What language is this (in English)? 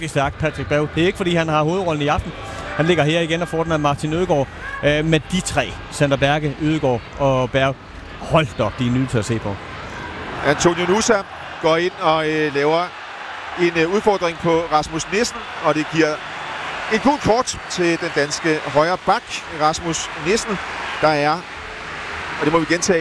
Danish